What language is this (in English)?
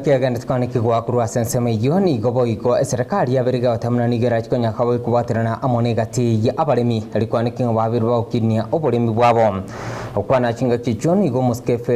Gusii